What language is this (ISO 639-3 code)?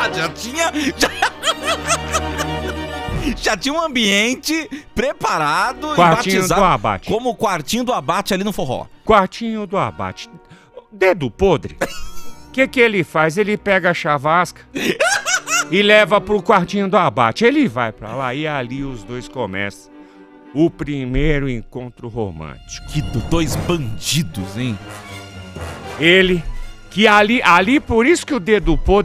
por